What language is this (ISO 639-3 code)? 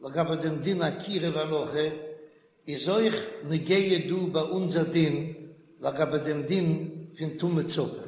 yid